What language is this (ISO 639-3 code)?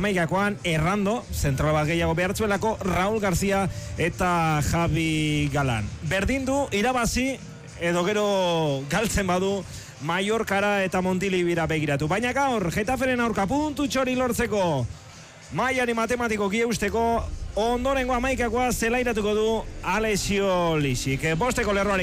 eus